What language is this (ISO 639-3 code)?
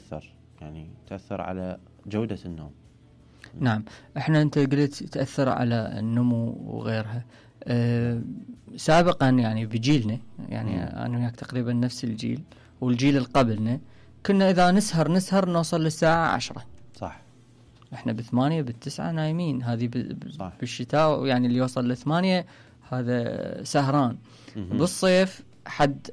acm